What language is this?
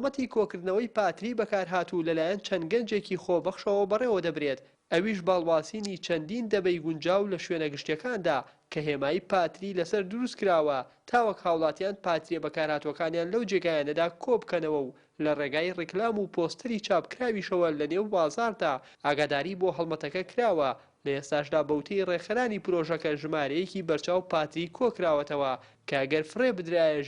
Central Kurdish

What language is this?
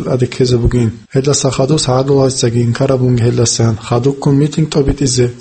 Avaric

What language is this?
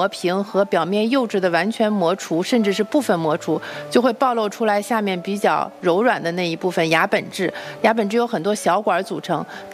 Chinese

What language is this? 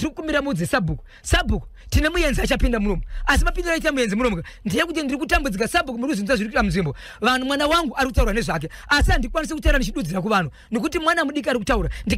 Shona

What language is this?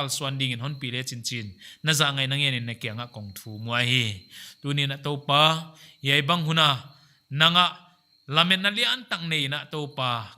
Paite Chin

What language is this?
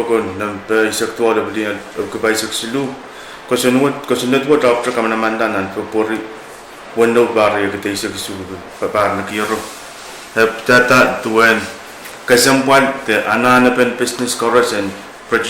Pohnpeian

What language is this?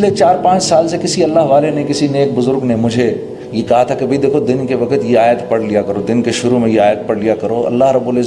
Urdu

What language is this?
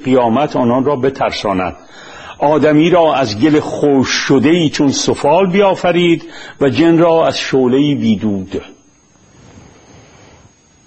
Persian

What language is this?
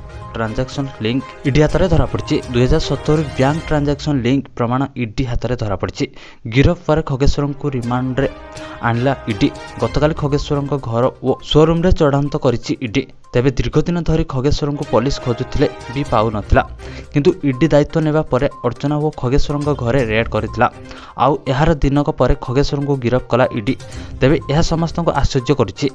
Odia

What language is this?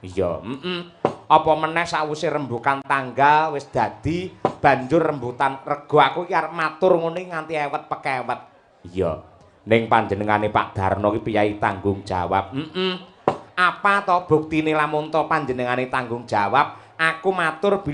Javanese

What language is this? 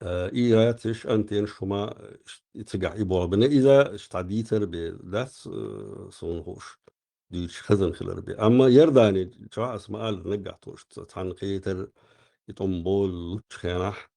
Chechen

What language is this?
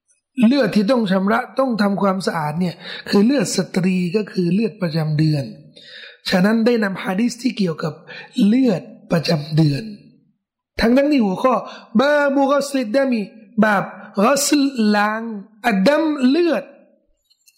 Thai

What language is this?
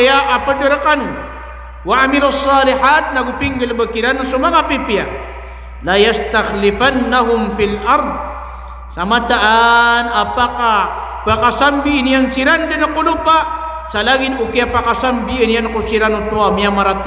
Maranao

